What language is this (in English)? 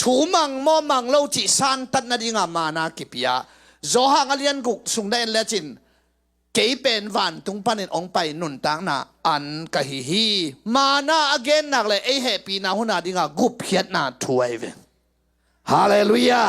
Tedim Chin